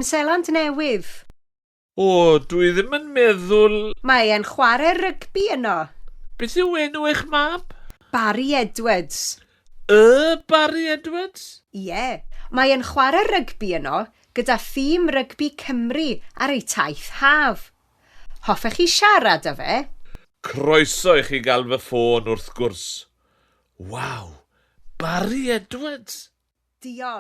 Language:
Welsh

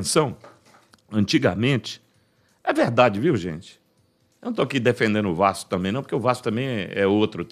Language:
Portuguese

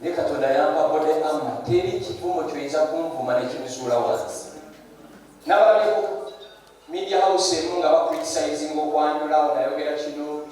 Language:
Ganda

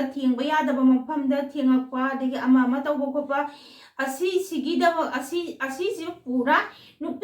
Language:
Manipuri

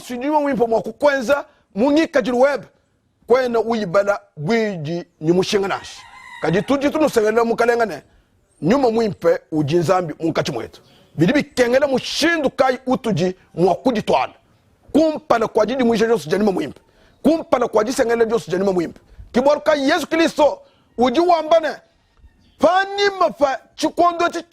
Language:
Luba-Lulua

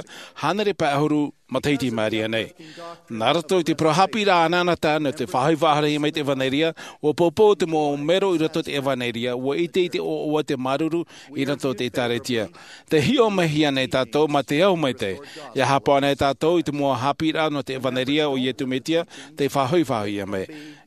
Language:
Tahitian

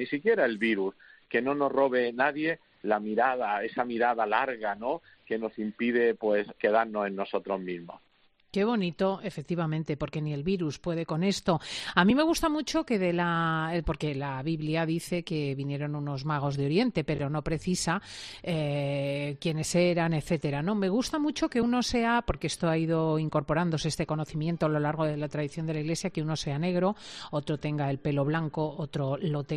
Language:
Spanish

